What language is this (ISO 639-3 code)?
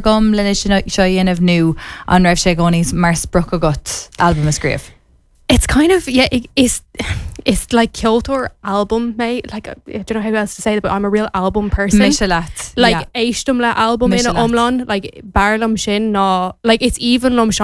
gle